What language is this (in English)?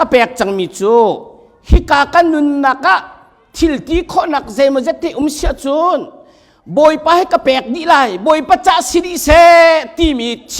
Hakha Chin